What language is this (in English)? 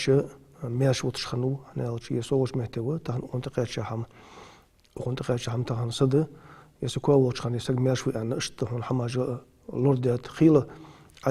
Ingush